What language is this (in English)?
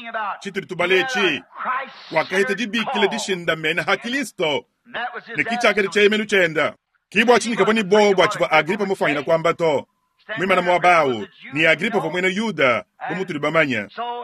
Luba-Lulua